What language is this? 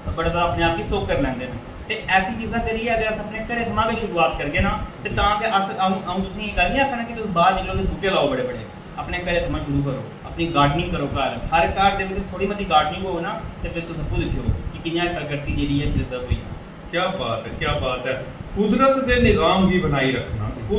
Dogri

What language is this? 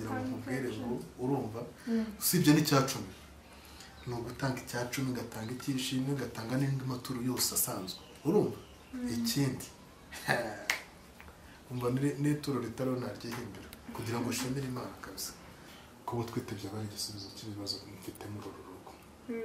Kinyarwanda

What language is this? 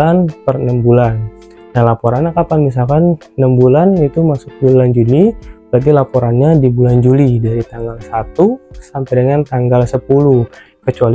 Indonesian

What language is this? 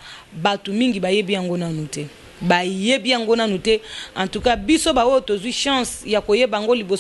Lingala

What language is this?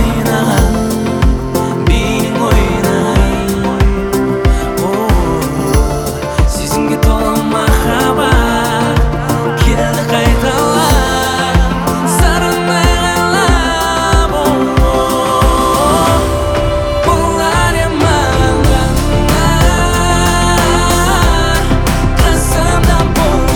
Kazakh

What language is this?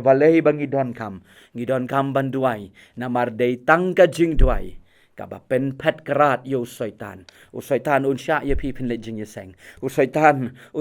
Khasi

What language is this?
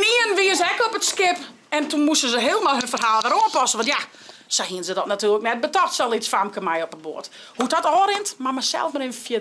Western Frisian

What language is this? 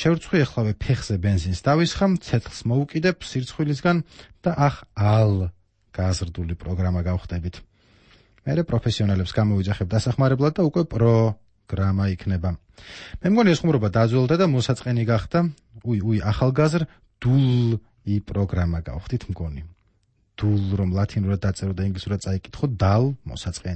Georgian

